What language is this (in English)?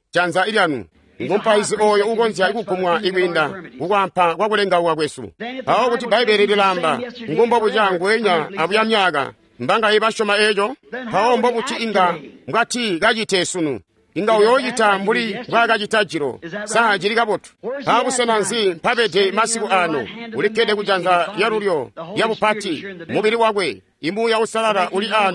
Tonga (Zambia)